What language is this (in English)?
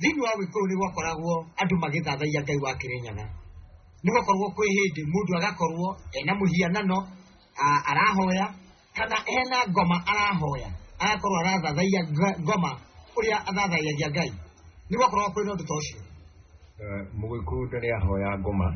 Kikuyu